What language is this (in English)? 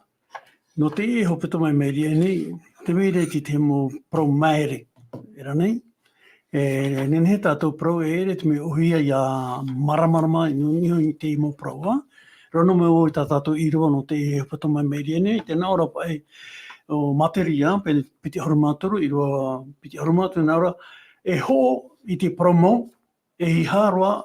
Tahitian